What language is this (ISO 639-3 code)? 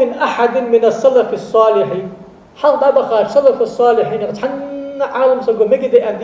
inh